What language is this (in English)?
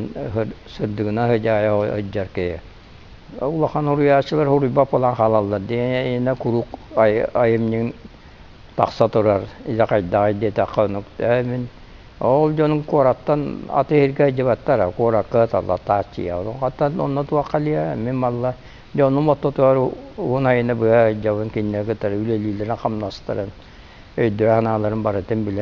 Yakut